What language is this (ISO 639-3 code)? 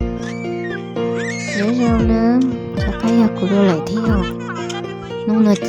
hmn